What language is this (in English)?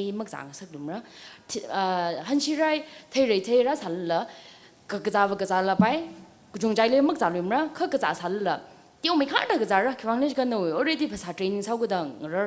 Tangkhul Naga (India)